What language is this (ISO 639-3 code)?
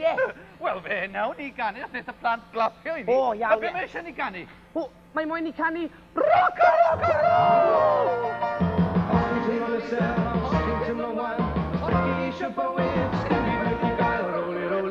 cym